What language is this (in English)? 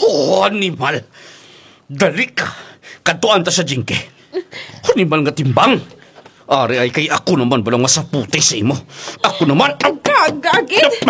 Kinaray-a